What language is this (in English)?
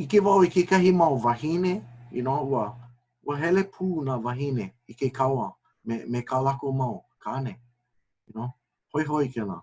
Hawaiian